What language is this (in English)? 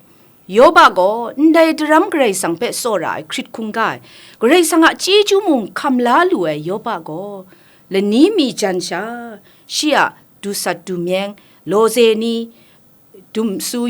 Kachin